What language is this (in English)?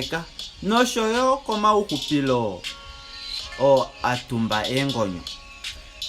Kuanyama